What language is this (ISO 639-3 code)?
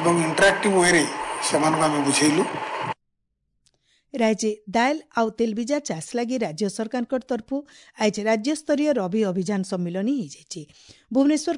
ori